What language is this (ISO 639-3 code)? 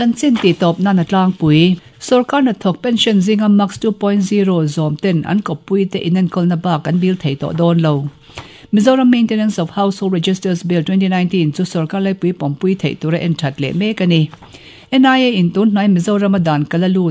lus